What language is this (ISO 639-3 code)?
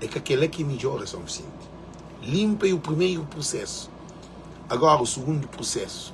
kea